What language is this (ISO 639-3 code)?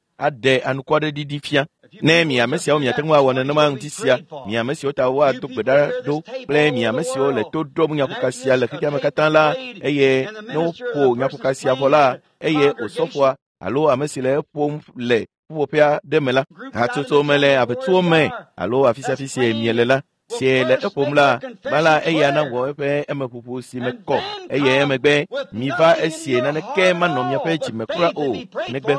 ewe